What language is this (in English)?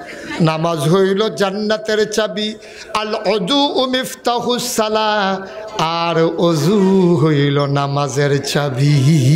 Bangla